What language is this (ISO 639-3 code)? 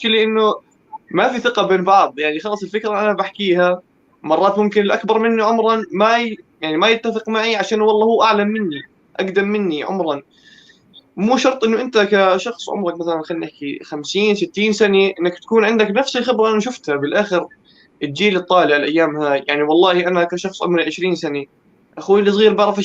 apc